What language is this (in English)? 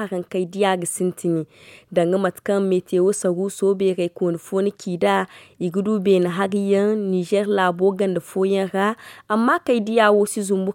Zarma